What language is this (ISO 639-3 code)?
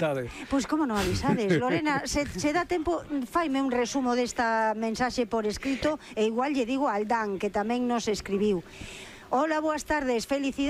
glg